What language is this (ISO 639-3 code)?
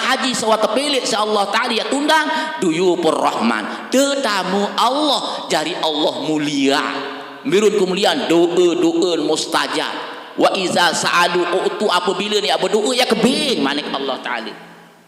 sas